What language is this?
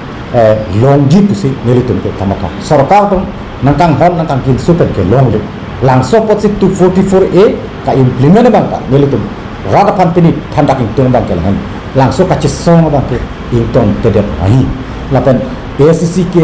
Karbi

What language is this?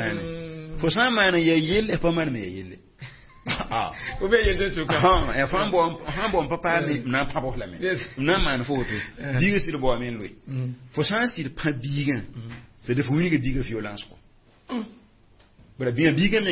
Mossi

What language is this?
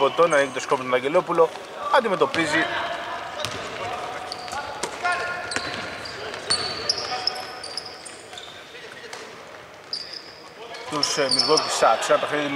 Greek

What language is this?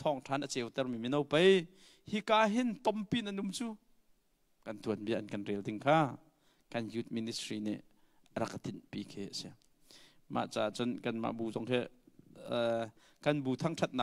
Hakha Chin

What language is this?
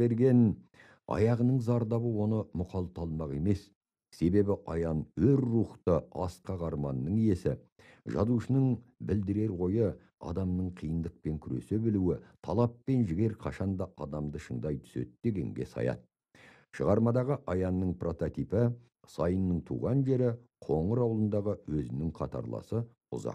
Kazakh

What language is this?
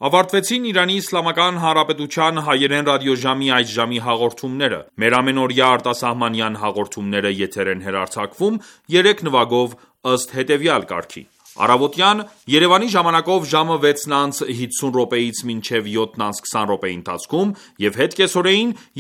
Armenian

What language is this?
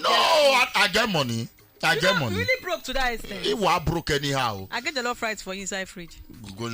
Nigerian Pidgin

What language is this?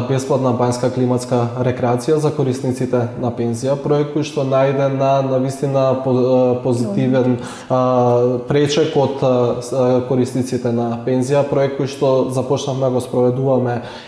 Macedonian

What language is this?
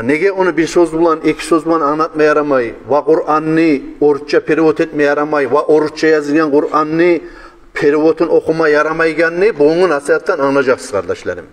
Kumyk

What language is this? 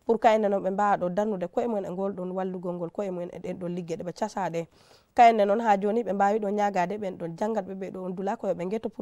Swahili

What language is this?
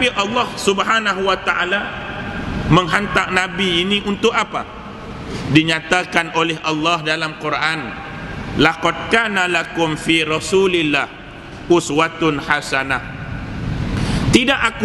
Malay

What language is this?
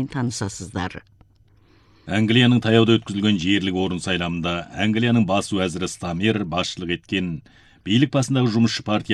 Kazakh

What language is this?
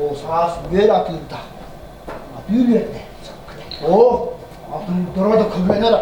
Yakut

